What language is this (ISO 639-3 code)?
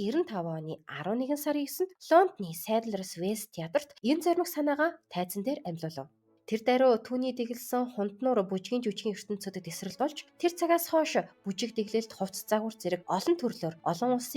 mon